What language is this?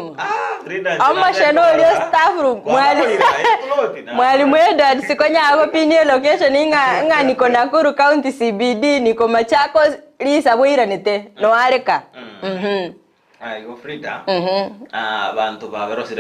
Gusii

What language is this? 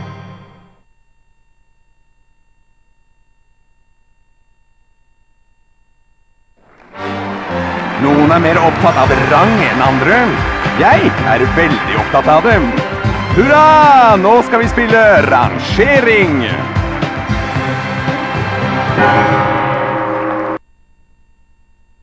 Norwegian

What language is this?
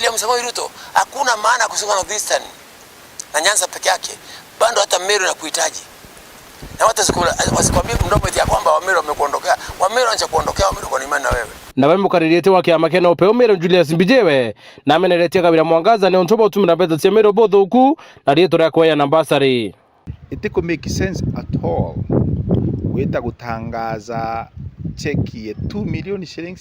Meru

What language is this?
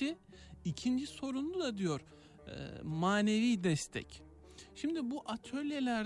Turkish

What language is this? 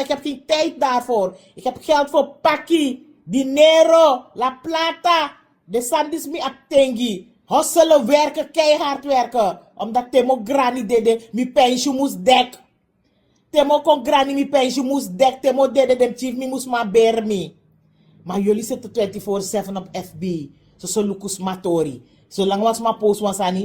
Sranan Tongo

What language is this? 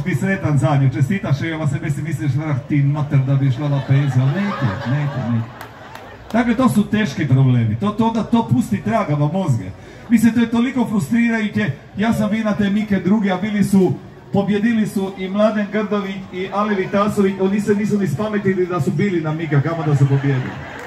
Croatian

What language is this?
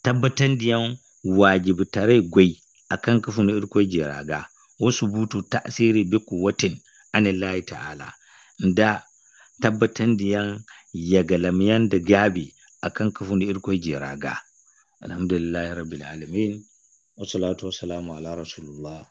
Zarma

